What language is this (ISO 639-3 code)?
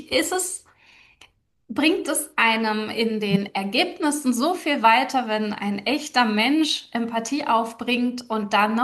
deu